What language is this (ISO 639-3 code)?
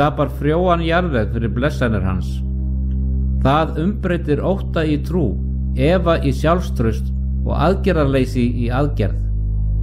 isl